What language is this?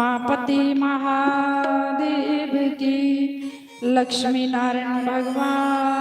Dogri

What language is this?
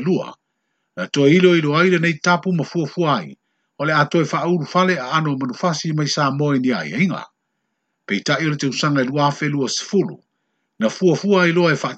Samoan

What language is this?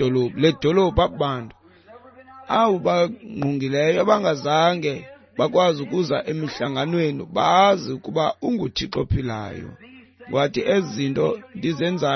Xhosa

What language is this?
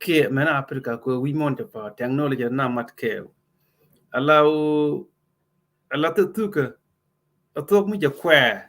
Nuer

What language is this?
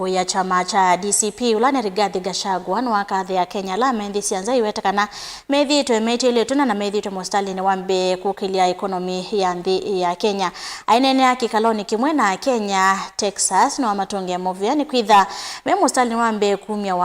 Kamba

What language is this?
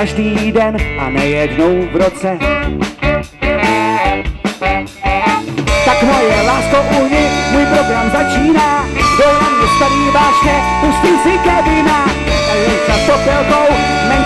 Czech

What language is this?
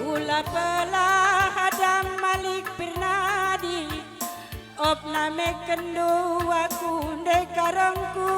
Batak Karo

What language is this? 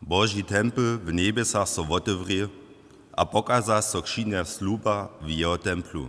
Upper Sorbian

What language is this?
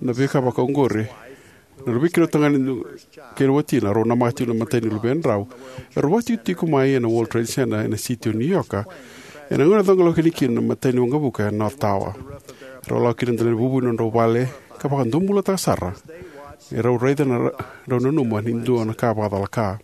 Fijian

